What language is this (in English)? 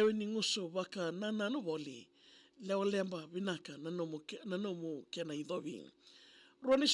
Fijian